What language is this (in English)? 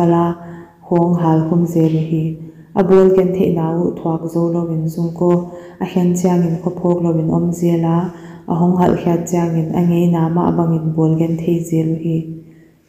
Paite Chin